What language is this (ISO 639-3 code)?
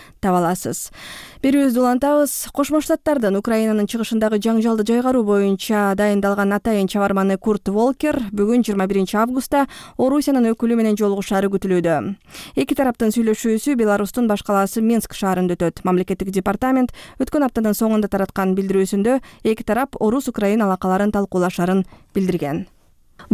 kir